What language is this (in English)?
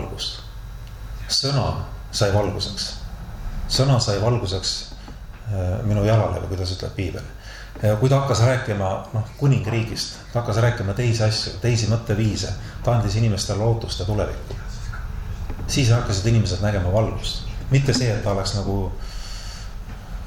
Estonian